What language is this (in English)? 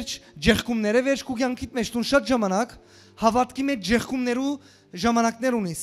Western Armenian